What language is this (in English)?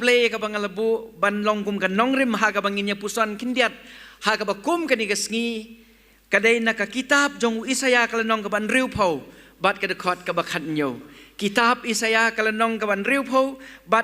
Khasi